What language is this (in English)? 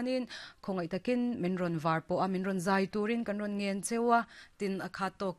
Mizo